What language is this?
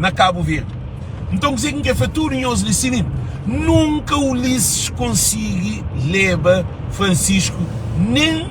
Kabuverdianu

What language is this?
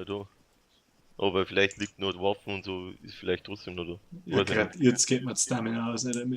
Bavarian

